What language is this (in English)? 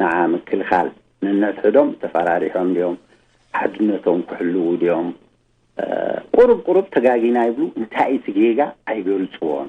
Tigrinya